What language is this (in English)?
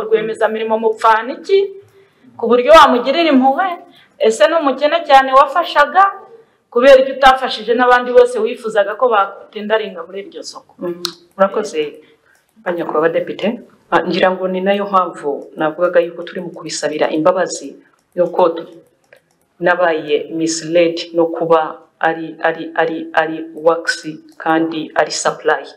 Kinyarwanda